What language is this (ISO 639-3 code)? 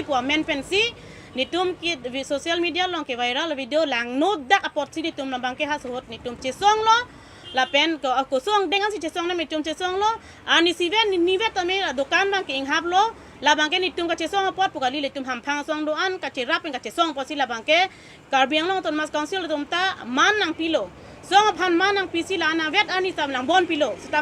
mjw